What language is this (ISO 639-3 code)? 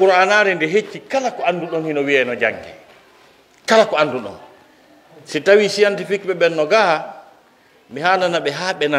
fuf